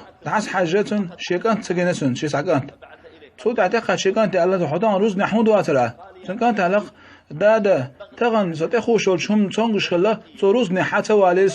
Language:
Chechen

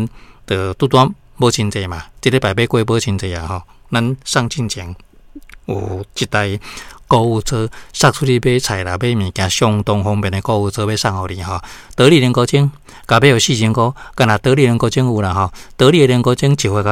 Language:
Min Nan Chinese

